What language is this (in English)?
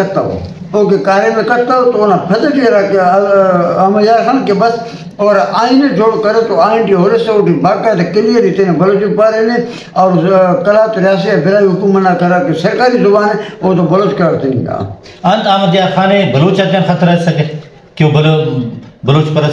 Brahui